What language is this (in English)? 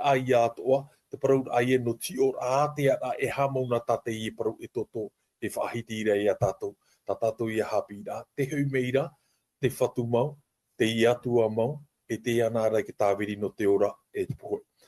Tahitian